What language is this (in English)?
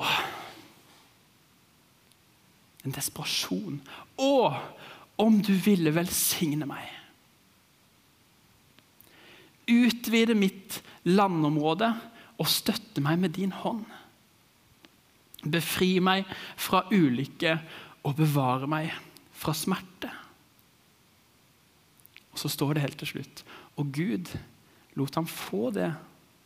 Norwegian